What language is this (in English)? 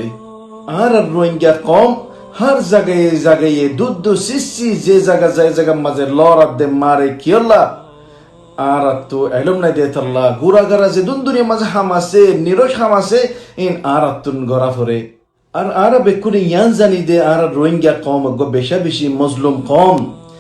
Rohingya